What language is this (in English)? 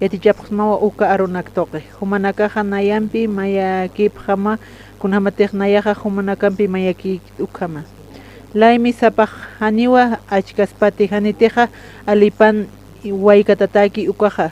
Aymara